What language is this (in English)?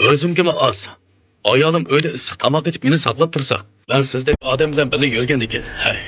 Uyghur